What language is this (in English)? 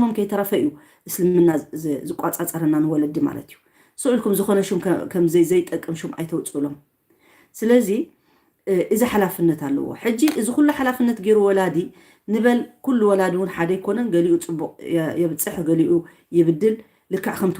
Tigrinya